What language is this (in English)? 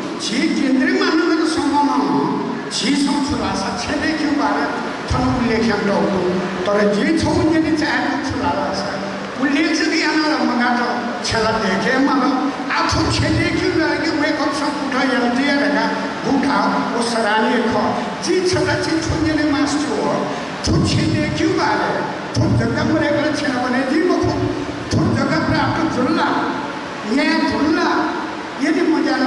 Newari